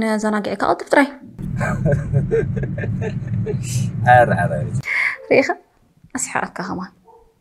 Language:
Tigrinya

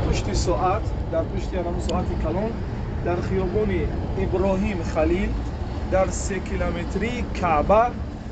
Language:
Tajik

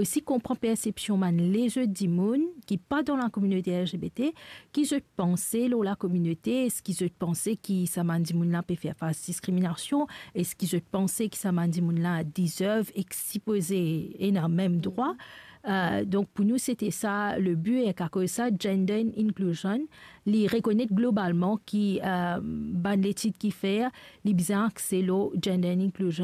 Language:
Morisyen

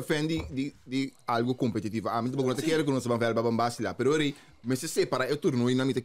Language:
Papiamento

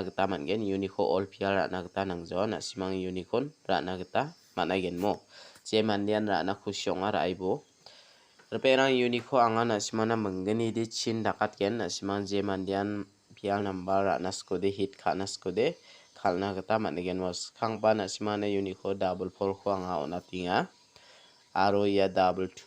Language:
Garo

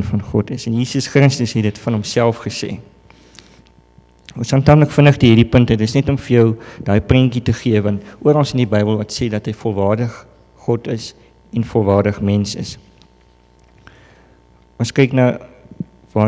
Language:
Afrikaans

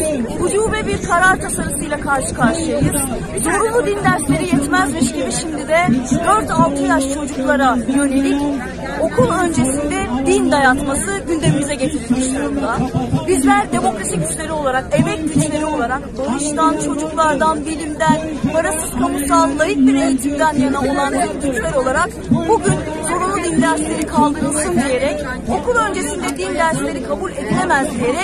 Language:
Turkish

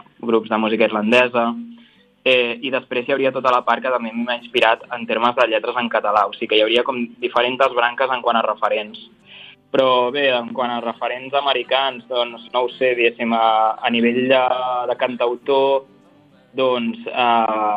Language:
Catalan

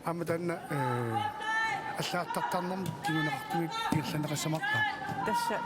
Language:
Kalaallisut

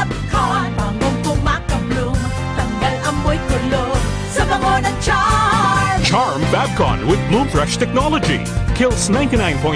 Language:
Bikol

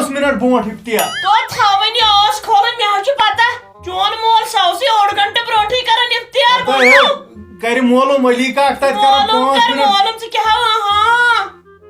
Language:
Kashmiri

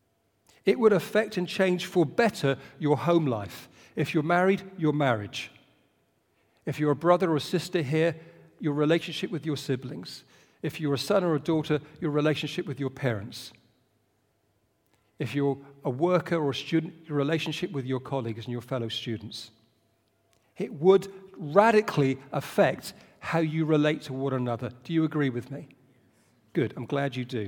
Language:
English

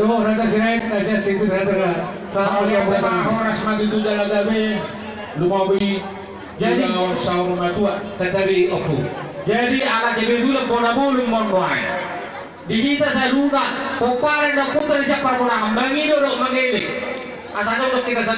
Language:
Batak Toba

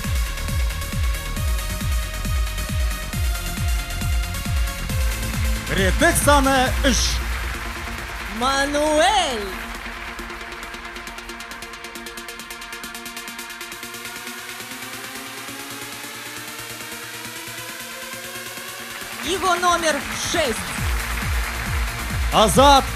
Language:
Kazakh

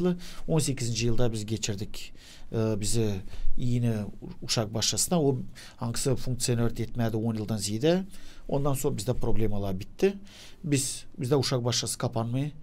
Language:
Gagauz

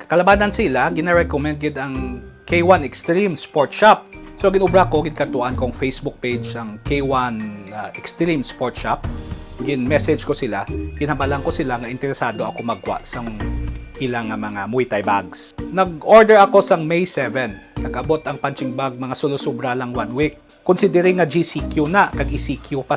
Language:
Hiligaynon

